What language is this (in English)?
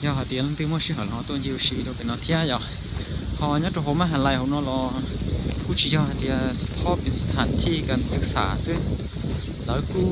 Hmong